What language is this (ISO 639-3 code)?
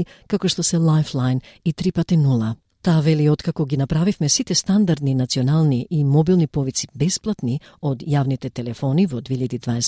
mkd